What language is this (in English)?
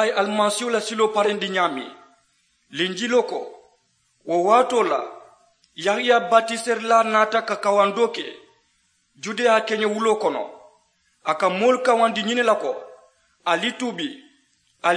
Mandingo